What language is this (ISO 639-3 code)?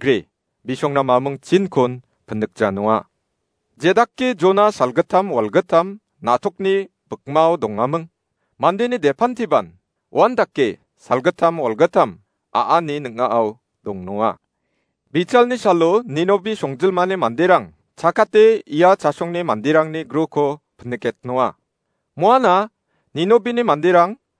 grt